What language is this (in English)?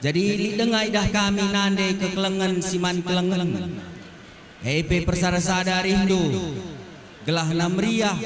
Batak Karo